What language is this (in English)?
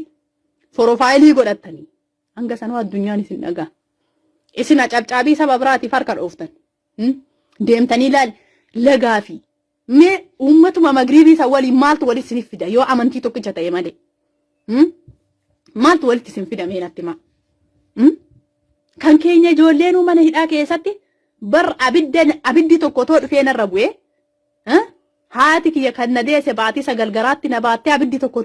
Oromo